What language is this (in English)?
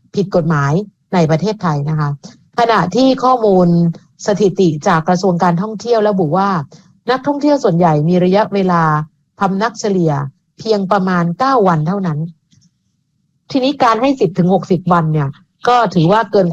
Thai